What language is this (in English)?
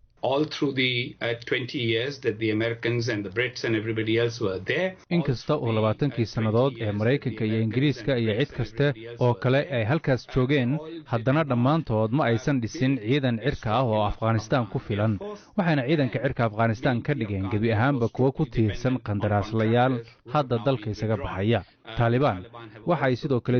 Somali